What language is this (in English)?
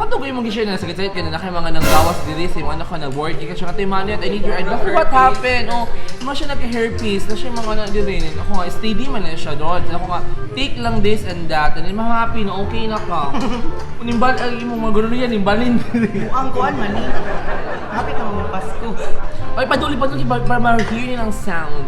Cebuano